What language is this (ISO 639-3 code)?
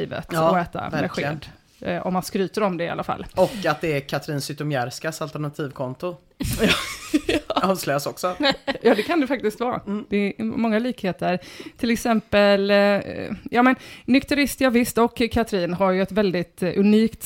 swe